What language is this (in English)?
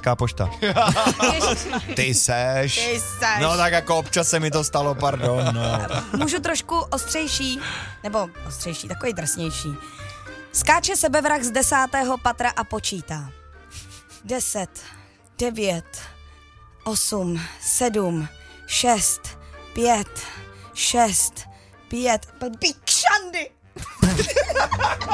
Czech